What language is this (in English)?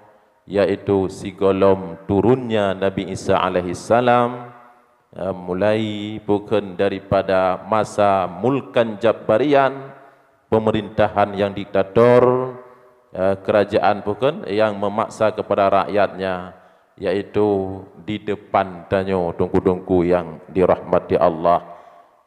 Achinese